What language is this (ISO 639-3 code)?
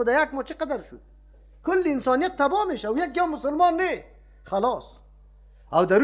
fas